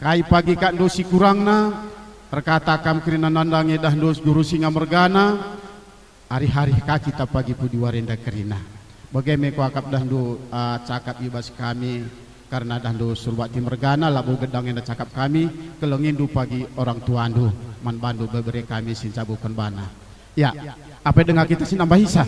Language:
Batak Karo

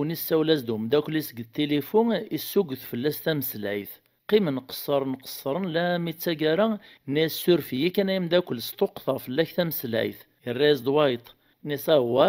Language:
Kabyle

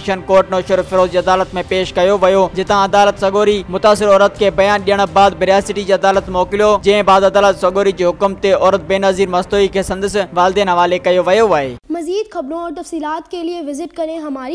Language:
Sindhi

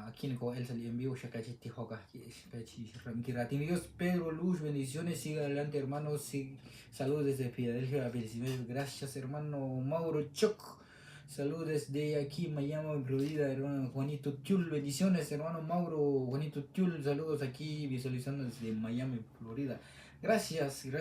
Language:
Kekchí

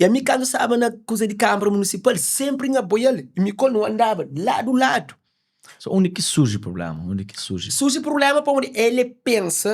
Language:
Kabuverdianu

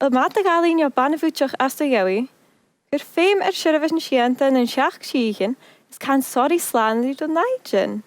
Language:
Scottish Gaelic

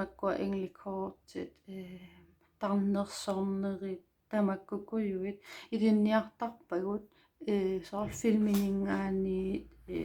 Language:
Kalaallisut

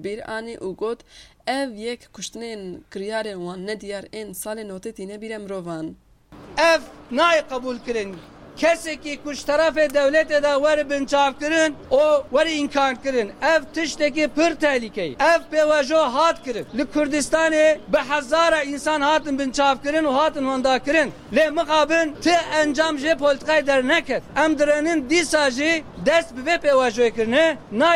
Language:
Kurdish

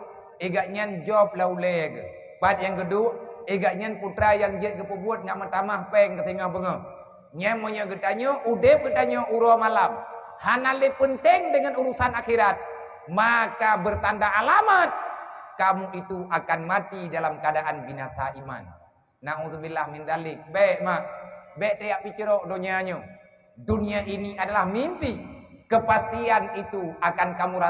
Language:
Achinese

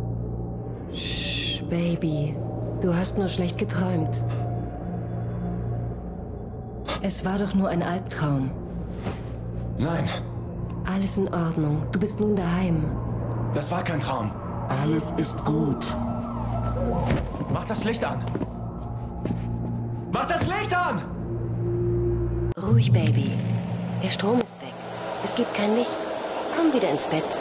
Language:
German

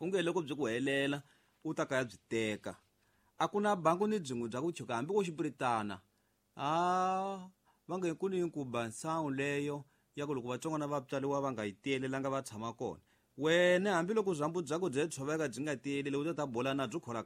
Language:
Tsonga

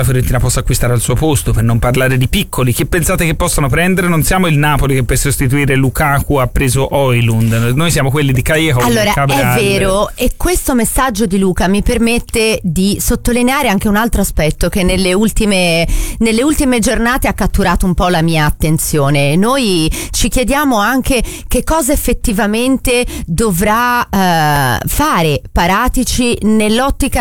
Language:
Italian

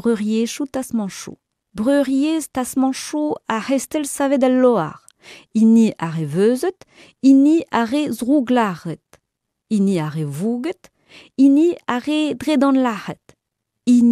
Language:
Breton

